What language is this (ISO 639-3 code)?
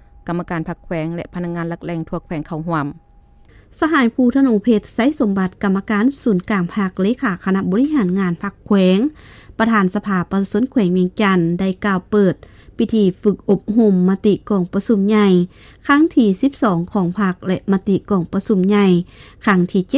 lao